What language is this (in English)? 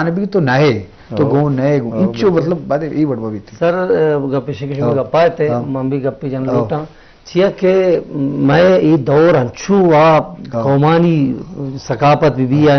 Eastern Balochi